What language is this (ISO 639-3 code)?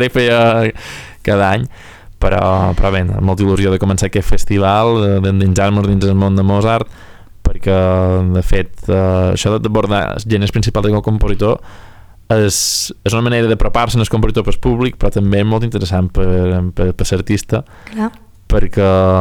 cat